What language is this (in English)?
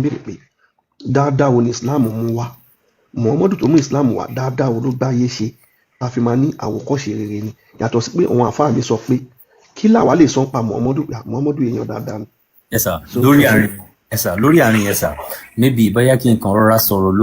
Yoruba